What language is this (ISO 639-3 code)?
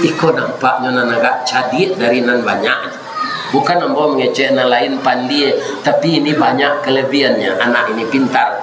min